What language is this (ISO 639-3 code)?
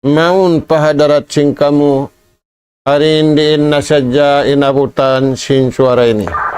tsg